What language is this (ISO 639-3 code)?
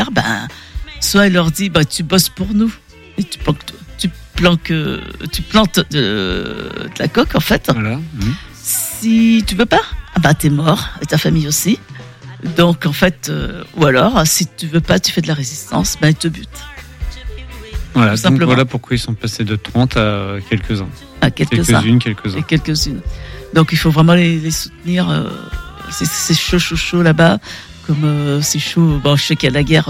fra